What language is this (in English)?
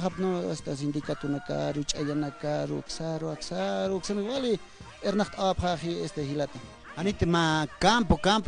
Aymara